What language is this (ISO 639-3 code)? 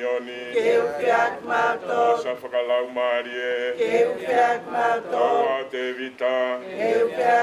ton